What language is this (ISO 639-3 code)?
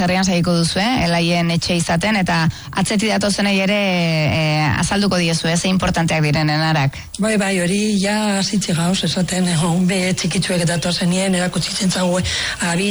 eus